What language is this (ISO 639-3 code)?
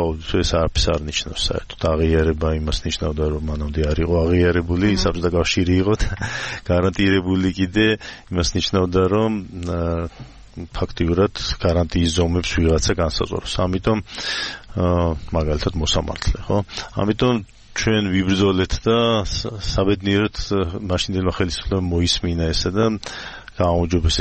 kat